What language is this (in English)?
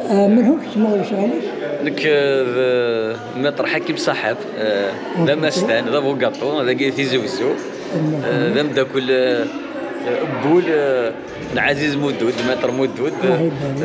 Kabyle